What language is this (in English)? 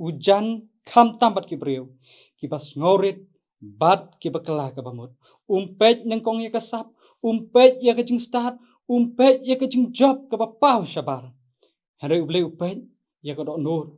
Khasi